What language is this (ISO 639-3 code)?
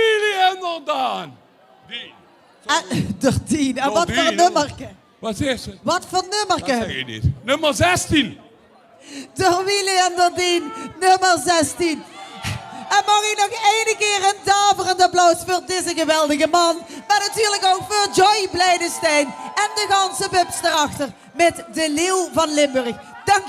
lim